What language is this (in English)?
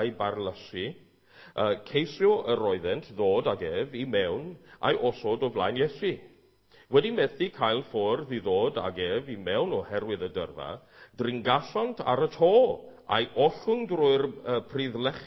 Welsh